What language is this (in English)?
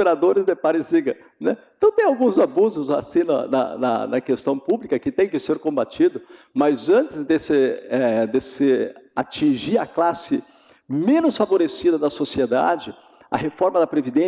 Portuguese